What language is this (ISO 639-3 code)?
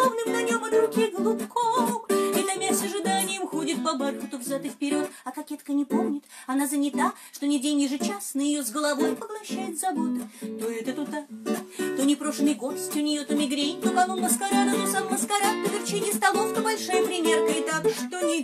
rus